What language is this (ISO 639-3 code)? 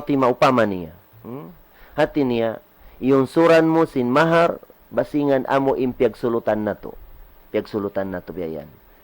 tsg